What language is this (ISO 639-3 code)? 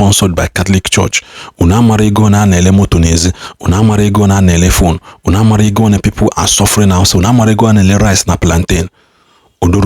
ibo